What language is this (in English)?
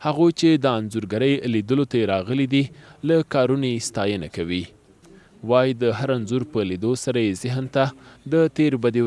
Pashto